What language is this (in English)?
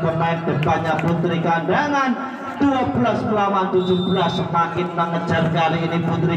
Indonesian